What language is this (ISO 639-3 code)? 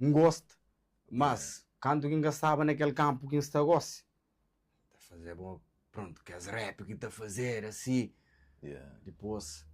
kea